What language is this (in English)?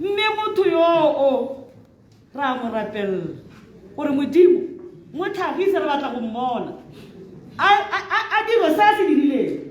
Tswana